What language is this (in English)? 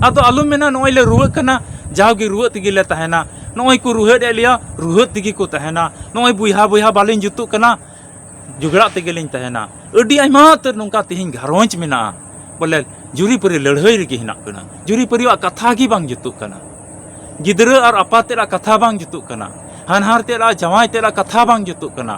Santali